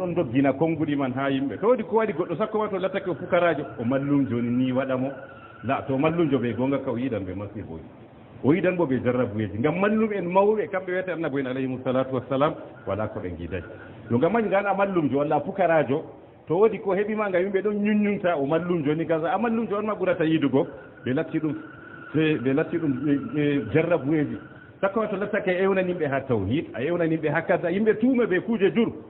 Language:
Fula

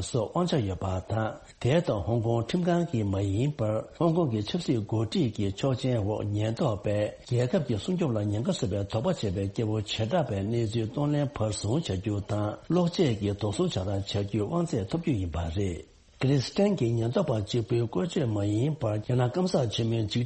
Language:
Tibetan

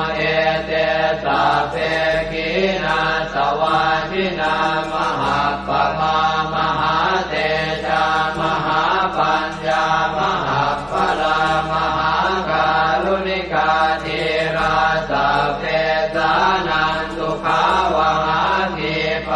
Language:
Pali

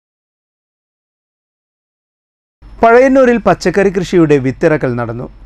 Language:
Malayalam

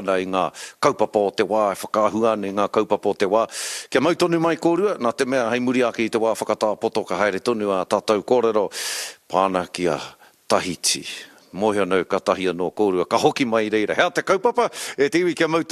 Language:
Māori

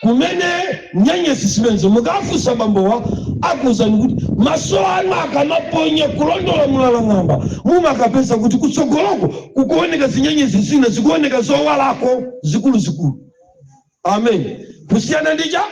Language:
Nyanja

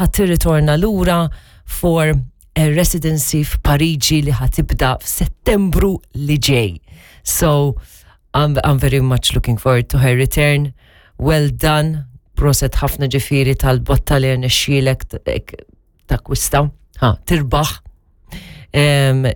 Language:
Maltese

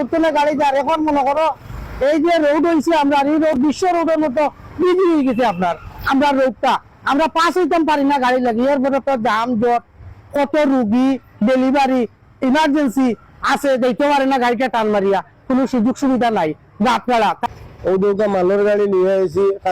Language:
Sylheti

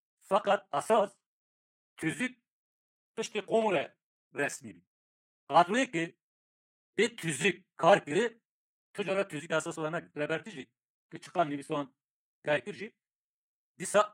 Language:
Kurdish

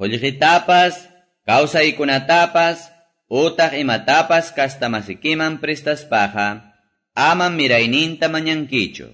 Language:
Quechua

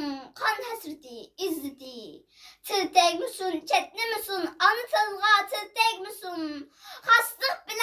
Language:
Uyghur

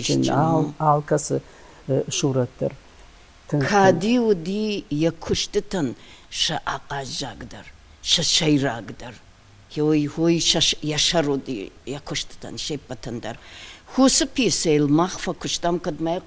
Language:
Ossetic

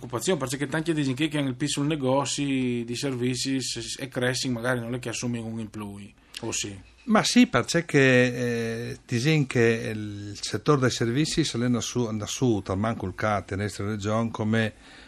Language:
Friulian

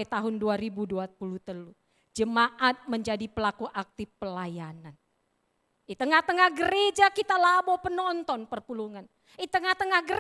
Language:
Batak Karo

